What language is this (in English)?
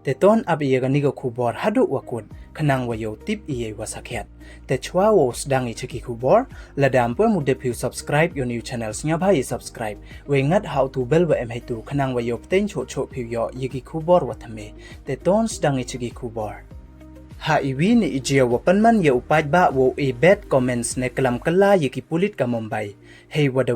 Pnar